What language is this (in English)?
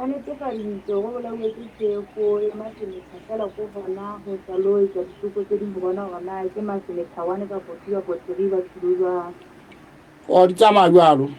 Southern Sotho